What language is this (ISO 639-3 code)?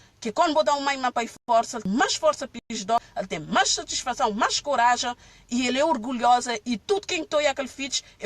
kea